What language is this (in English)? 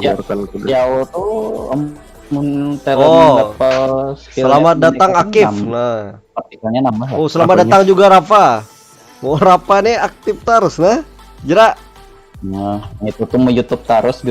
Banjar